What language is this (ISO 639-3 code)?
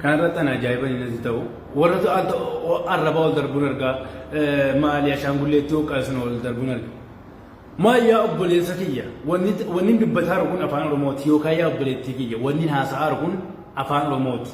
orm